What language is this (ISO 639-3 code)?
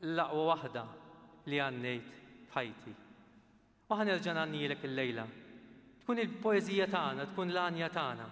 mlt